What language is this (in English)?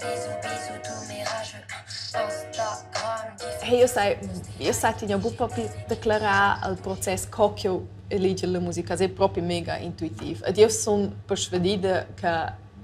Romansh